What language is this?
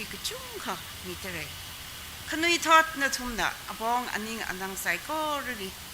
Tangkhul Naga (India)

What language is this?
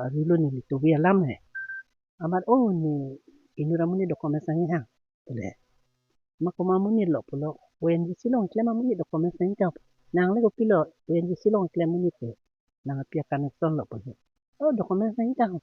Karbi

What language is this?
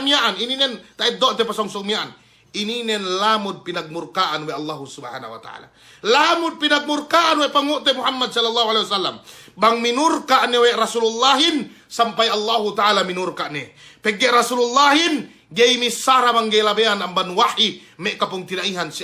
Yakan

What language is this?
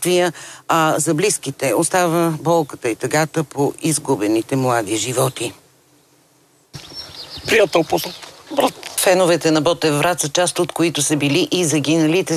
Bulgarian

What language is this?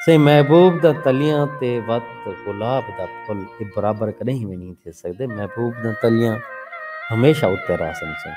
Saraiki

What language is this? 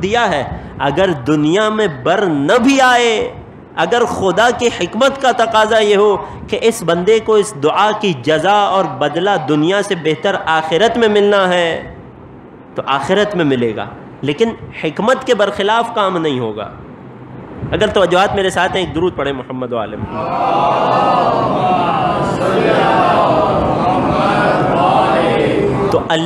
Urdu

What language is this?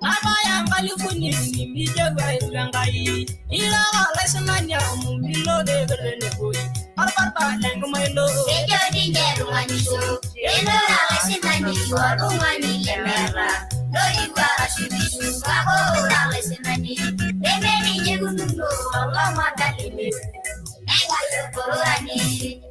Masai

